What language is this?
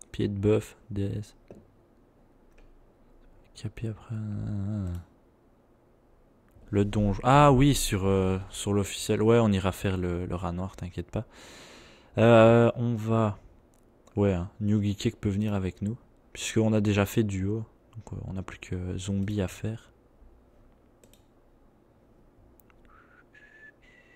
French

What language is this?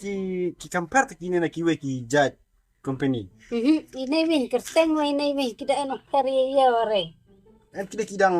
Khasi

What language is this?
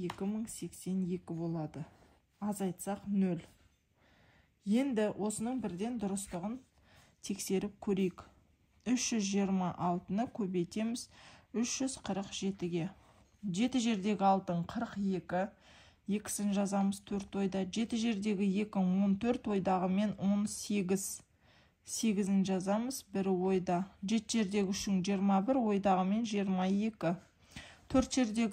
Kazakh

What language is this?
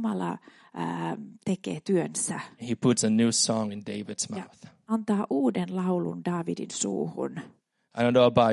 Finnish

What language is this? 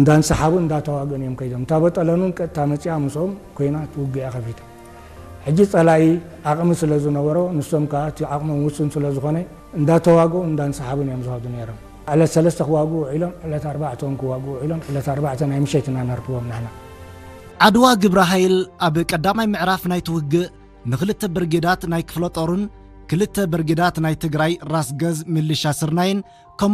Tigrinya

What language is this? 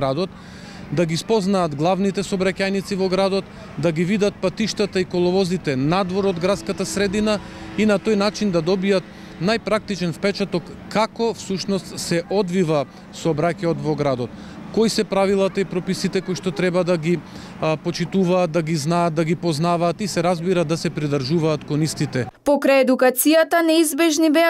Macedonian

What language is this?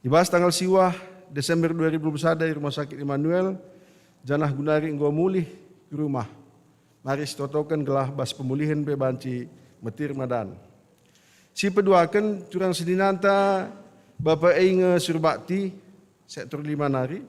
Batak Karo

